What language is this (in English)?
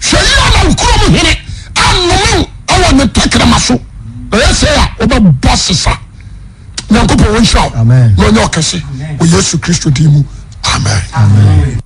Akan